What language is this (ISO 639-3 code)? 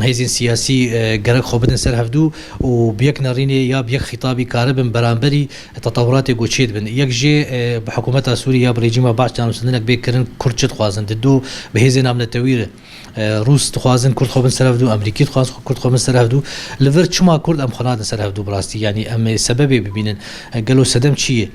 kur